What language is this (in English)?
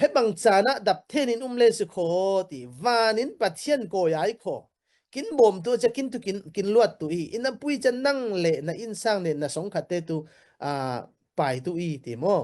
Falam Chin